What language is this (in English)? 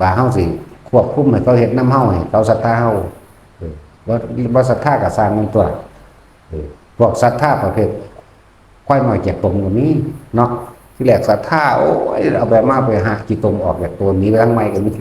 Lao